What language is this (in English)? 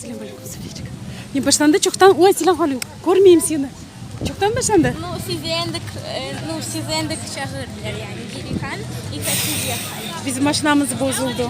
Crimean Tatar